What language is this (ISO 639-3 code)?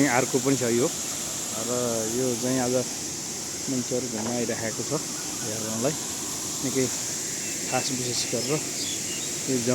nep